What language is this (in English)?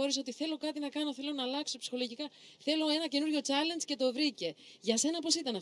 Greek